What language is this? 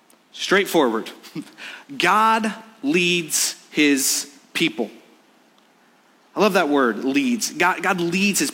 English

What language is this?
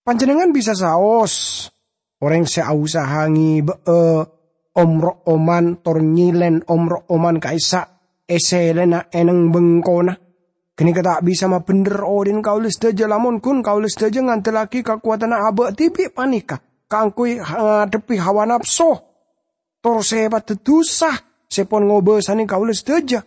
Madurese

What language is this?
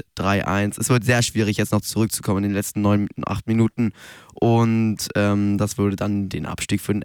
German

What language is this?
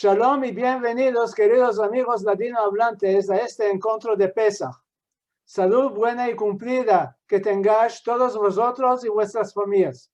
Ladino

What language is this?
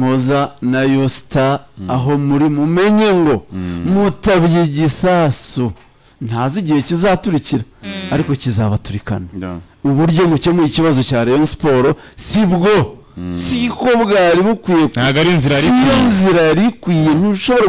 Kinyarwanda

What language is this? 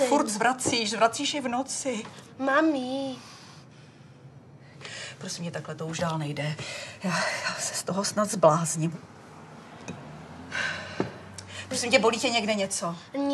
Czech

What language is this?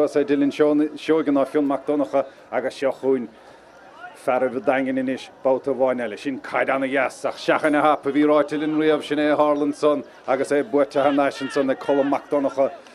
Irish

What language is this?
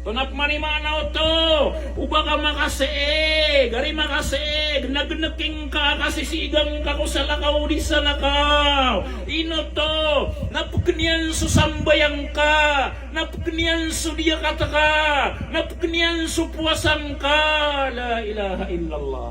Maranao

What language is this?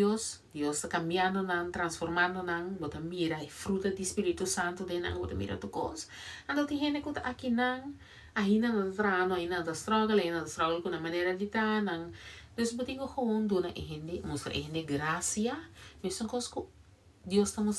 Papiamento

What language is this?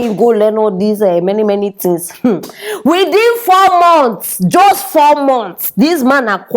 Nigerian Pidgin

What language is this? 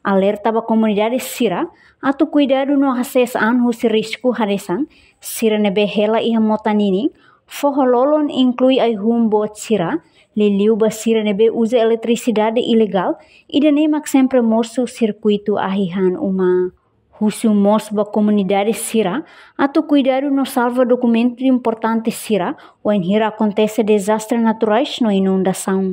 Tetum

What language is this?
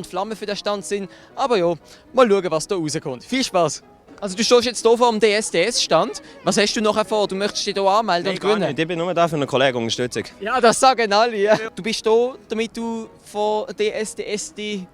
Swiss German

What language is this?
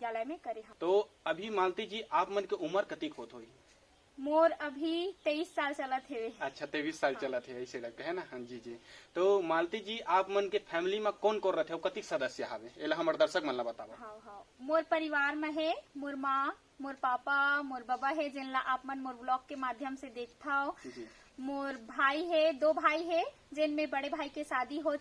Chhattisgarhi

